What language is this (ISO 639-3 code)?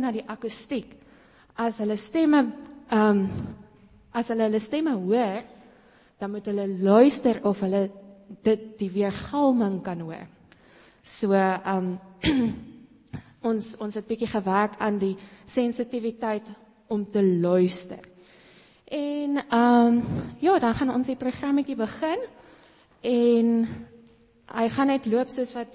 afr